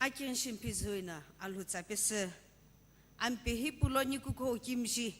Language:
Sumi Naga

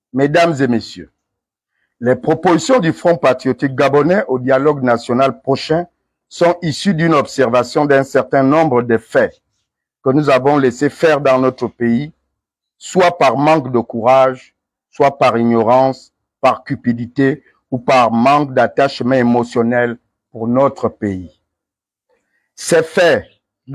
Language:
French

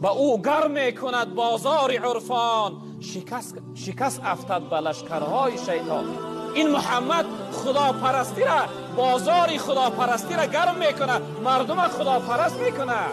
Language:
Tajik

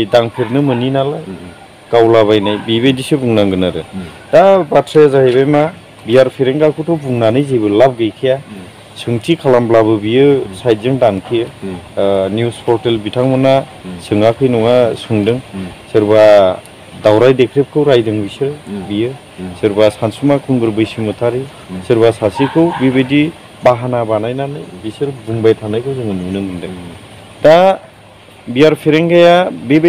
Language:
Bodo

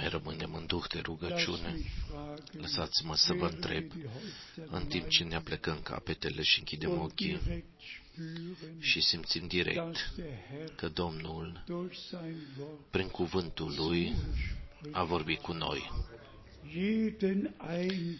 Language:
Romanian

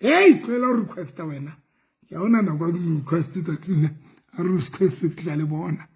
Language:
Southern Sotho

